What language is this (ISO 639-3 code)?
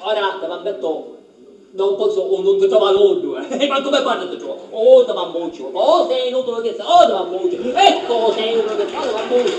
scn